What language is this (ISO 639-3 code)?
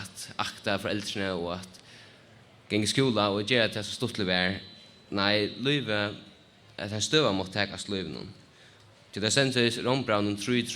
fao